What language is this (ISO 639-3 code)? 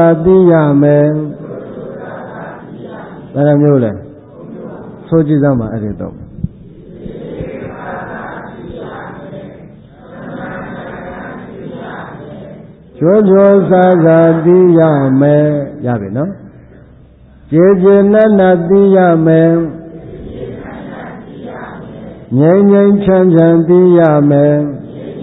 mya